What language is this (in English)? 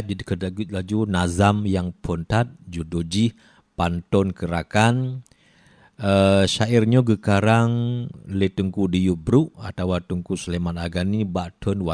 Achinese